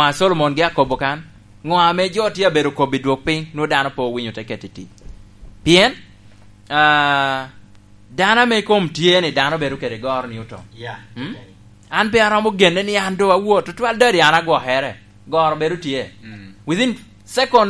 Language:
Lango (Uganda)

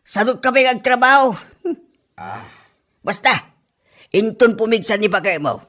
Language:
Iloko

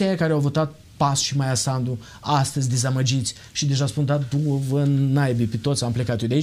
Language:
Romanian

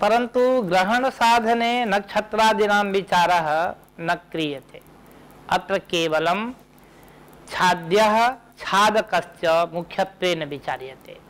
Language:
Sanskrit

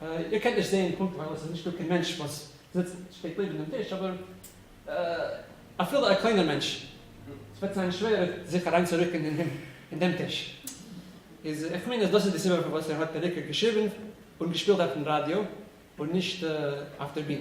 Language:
Yiddish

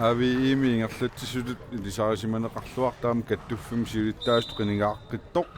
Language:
Kalaallisut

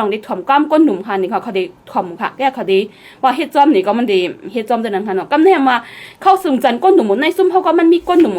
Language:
Shan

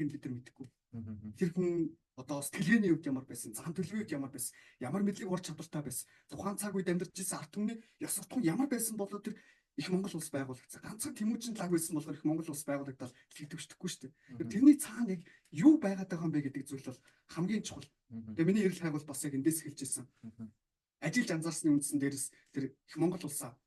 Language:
Mongolian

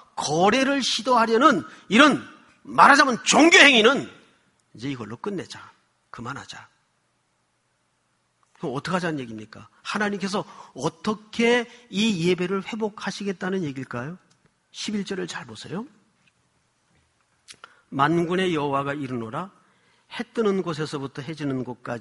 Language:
Korean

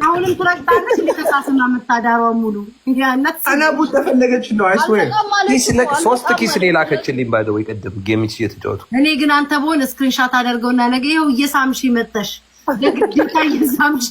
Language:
Amharic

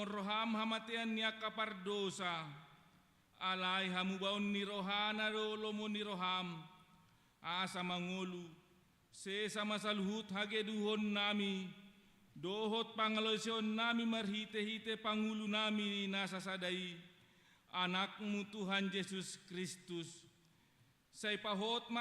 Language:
Batak Toba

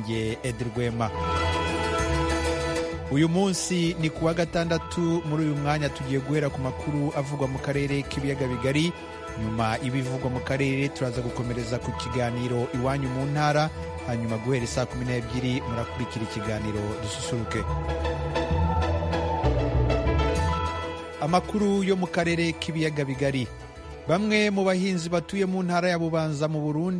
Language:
Kinyarwanda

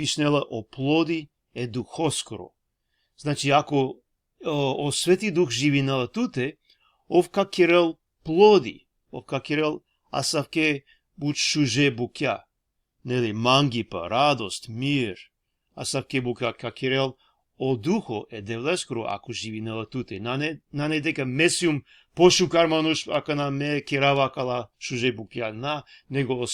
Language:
Balkan Romani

